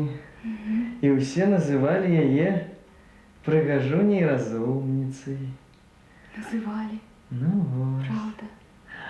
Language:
Belarusian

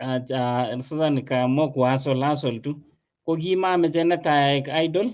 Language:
Kalenjin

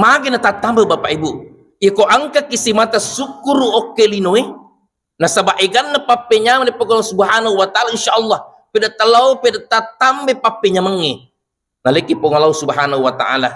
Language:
Buginese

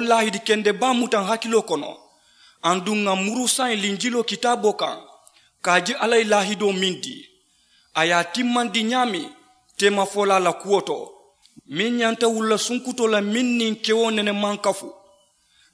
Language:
Mandingo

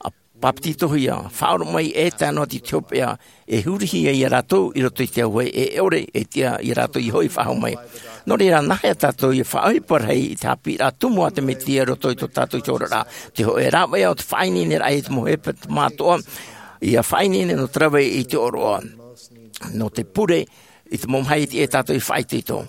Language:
Tahitian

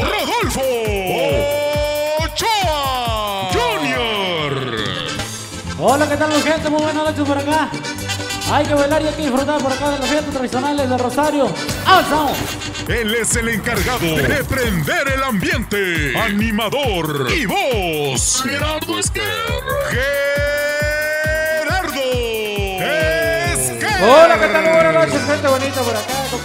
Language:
Spanish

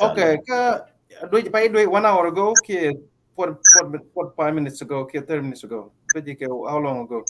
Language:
Nuer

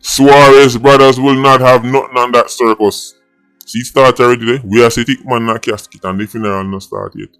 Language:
Jamaican Creole English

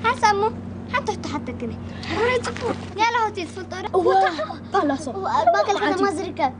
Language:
Tigrinya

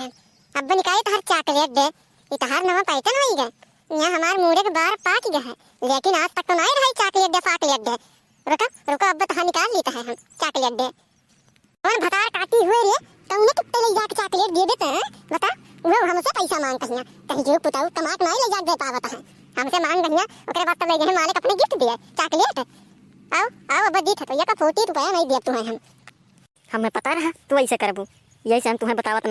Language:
Awadhi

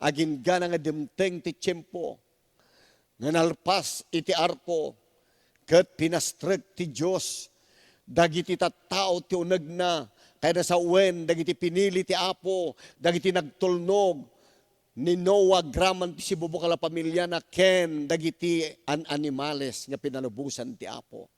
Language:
Iloko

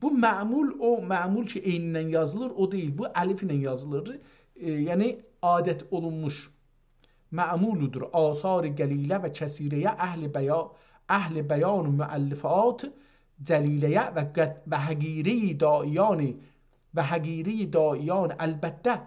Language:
South Azerbaijani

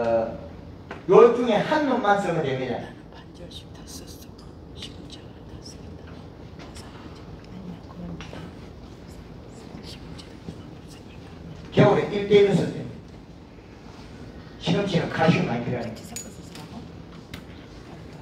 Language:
Korean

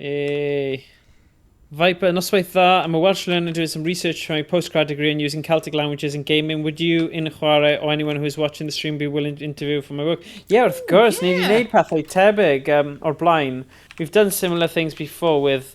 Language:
Welsh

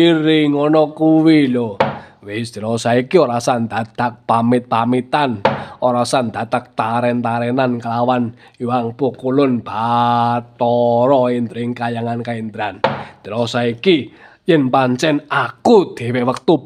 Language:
Javanese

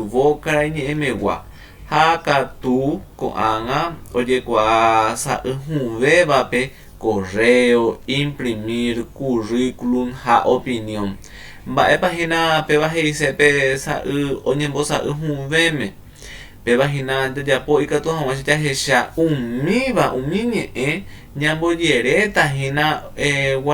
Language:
Guarani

